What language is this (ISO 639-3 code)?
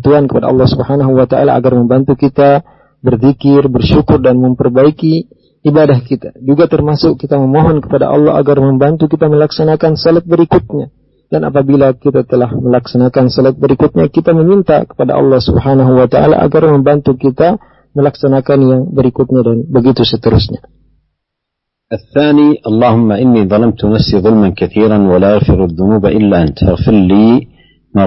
ind